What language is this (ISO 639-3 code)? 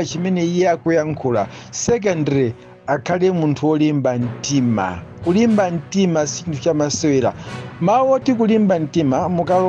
nya